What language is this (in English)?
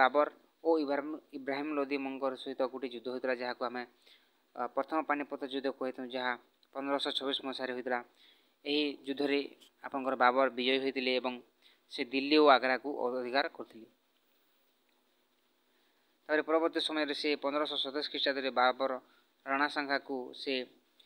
Odia